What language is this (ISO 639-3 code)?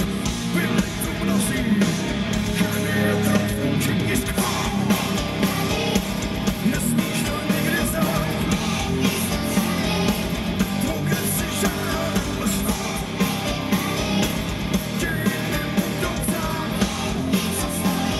ces